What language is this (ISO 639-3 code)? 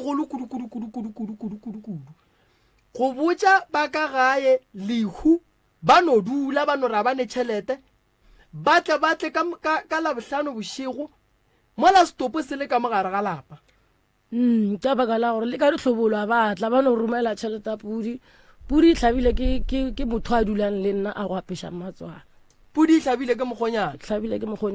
nso